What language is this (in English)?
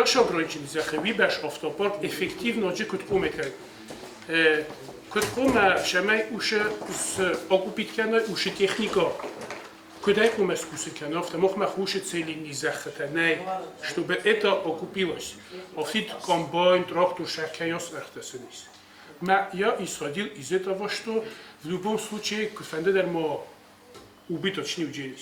Ossetic